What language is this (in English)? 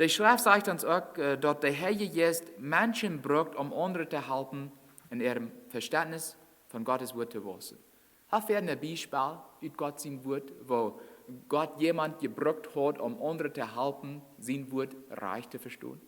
Plautdietsch